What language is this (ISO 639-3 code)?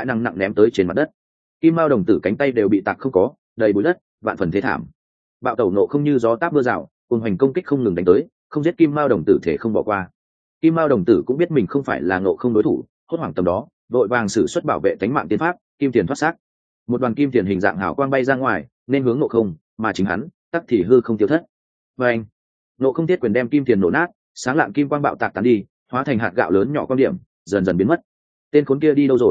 vie